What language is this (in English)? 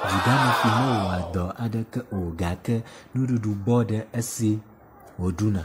Ewe